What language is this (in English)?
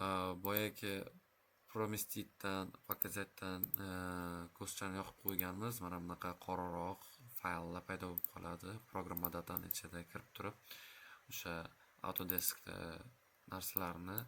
Uzbek